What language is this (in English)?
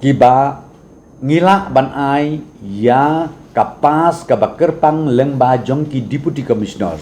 Khasi